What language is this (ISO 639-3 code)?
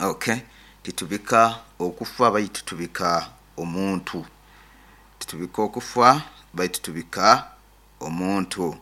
nyo